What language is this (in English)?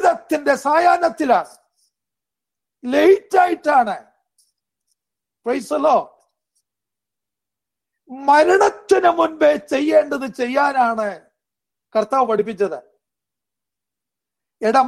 Malayalam